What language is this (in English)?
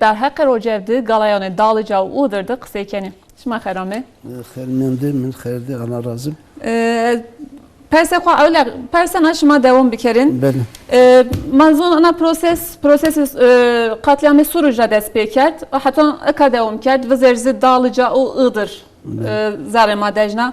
Zaza